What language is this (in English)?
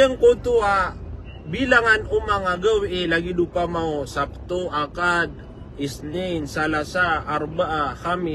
Maranao